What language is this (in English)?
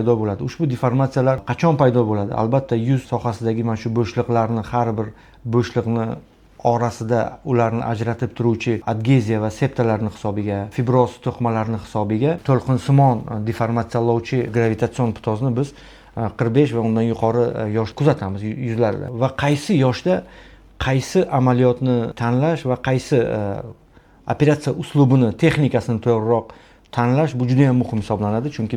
Uzbek